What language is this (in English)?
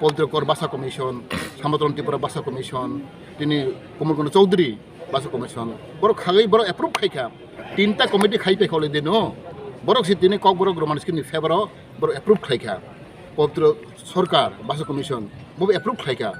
Kok Borok